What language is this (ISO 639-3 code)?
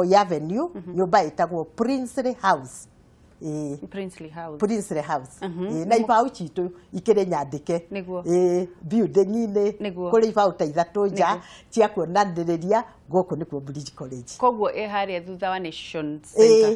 kik